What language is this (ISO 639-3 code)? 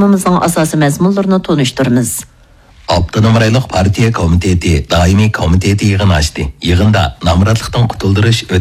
uig